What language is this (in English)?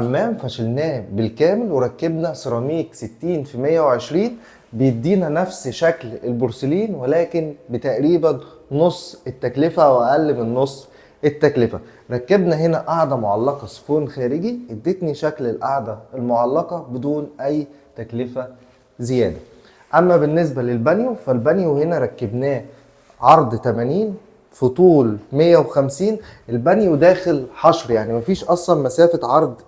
Egyptian Arabic